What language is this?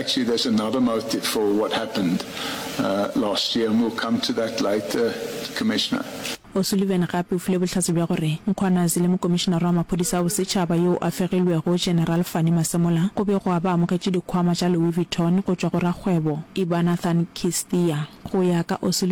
Northern Sotho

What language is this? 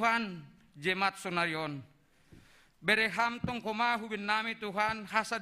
Batak Simalungun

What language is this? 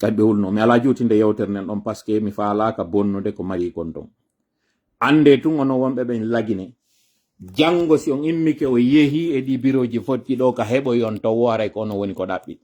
Pular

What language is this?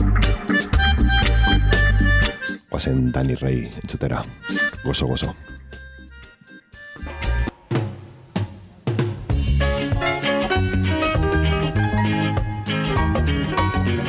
Basque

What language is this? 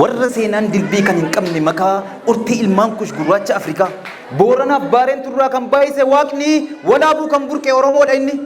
Oromo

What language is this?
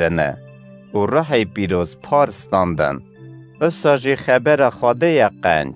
Kurdish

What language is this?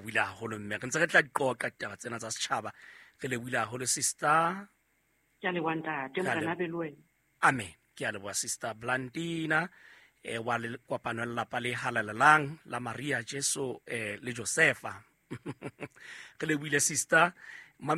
Southern Sotho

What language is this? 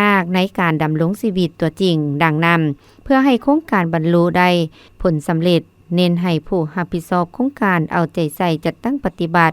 Lao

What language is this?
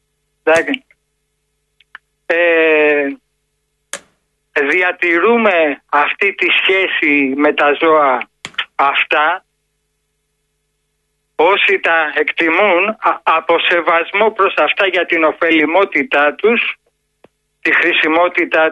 Greek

